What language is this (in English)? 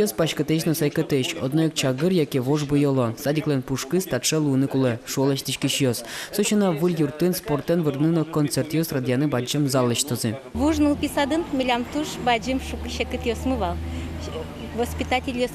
Udmurt